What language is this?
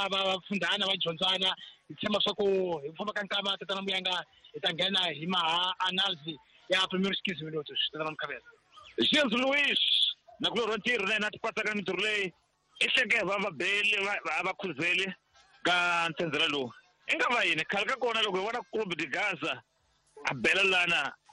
Tsonga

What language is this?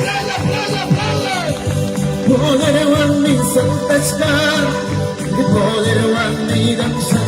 Ayacucho Quechua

